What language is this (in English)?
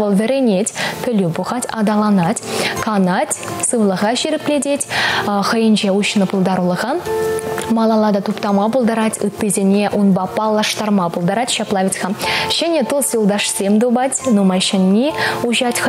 Chuvash